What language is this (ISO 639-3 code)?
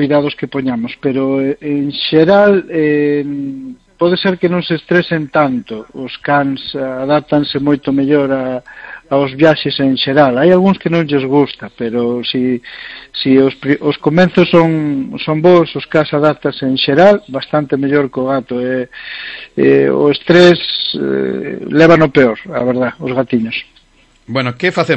glg